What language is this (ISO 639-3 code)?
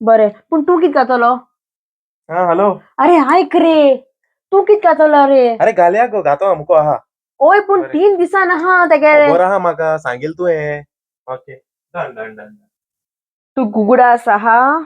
kok